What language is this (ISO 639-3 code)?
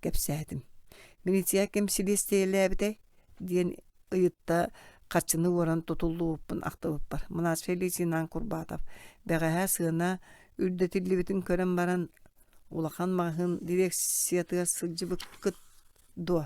sah